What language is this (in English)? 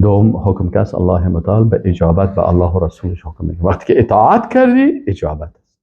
Persian